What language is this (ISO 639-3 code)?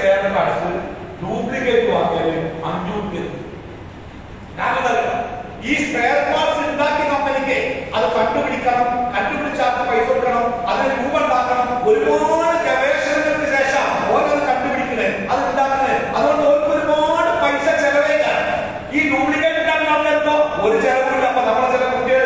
mal